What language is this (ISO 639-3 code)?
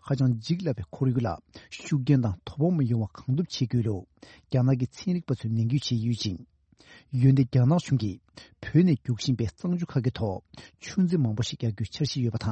bod